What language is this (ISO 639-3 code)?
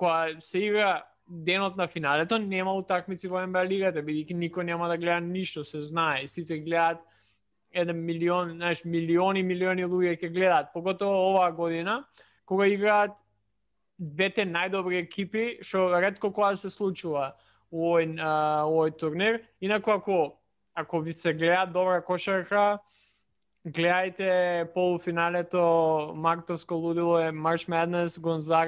mkd